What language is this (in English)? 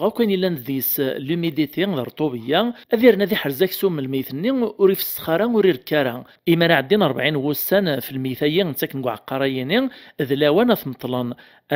Kabyle